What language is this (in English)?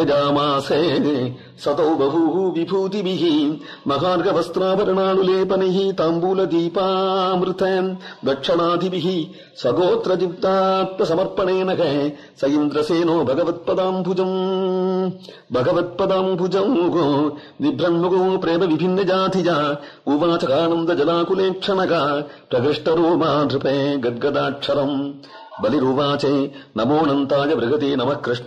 Sanskrit